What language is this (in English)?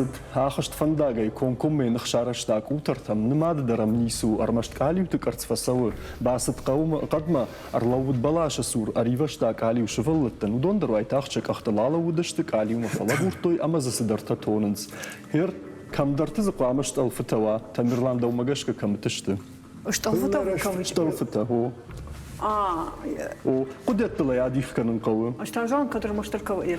Ossetic